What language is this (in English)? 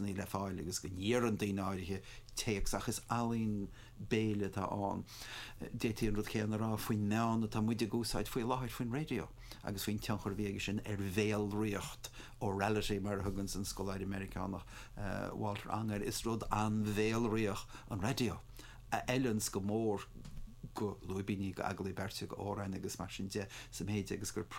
Irish